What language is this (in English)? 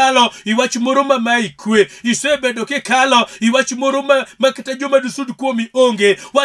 Luo (Kenya and Tanzania)